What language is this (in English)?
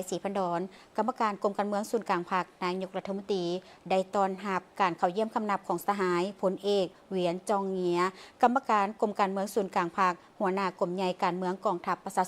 Lao